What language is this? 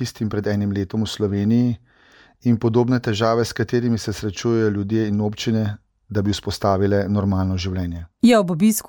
Slovenian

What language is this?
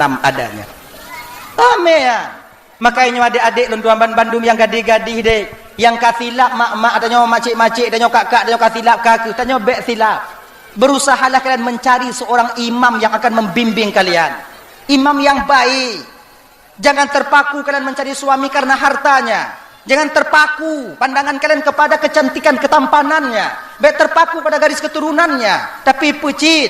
Achinese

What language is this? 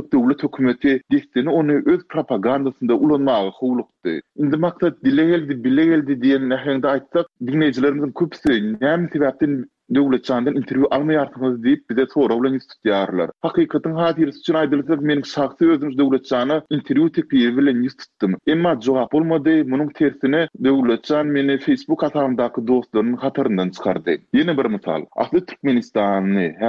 Turkmen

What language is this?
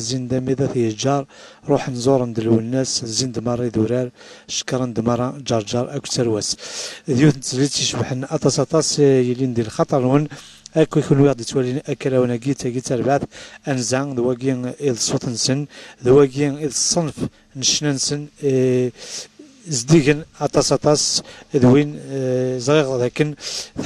Kabyle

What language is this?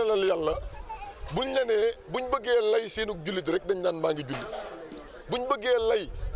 Wolof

